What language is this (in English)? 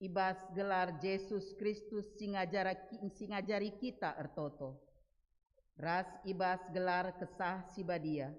Batak Karo